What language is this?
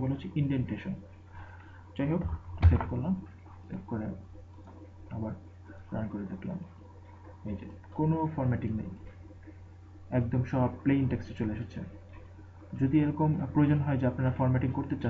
Bangla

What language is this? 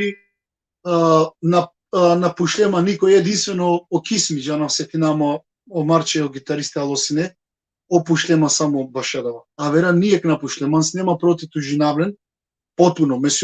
Balkan Romani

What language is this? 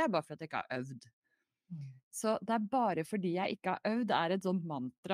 Norwegian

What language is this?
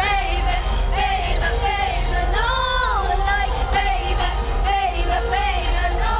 Khasi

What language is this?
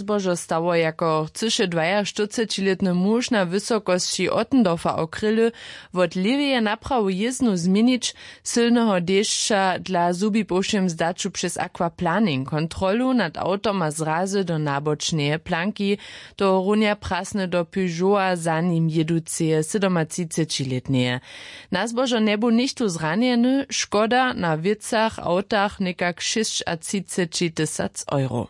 Upper Sorbian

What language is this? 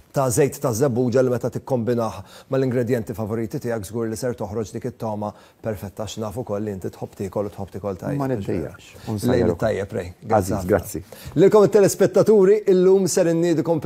Maltese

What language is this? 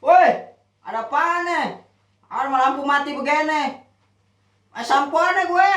Betawi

